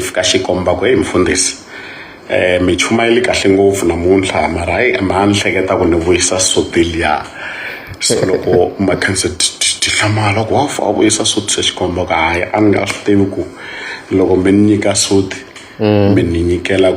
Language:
Tsonga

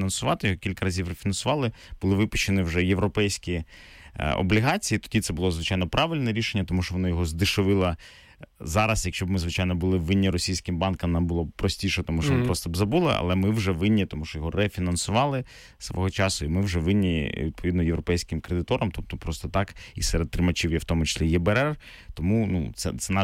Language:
Ukrainian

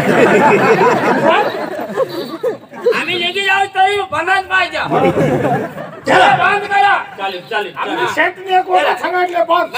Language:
Marathi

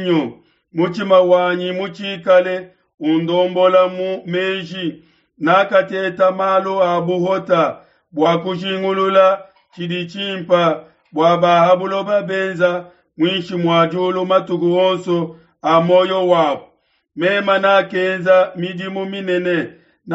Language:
Luba-Lulua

